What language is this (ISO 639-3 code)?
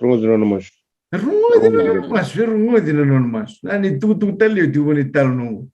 fij